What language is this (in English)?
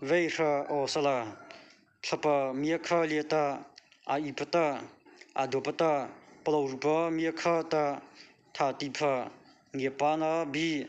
Mara Chin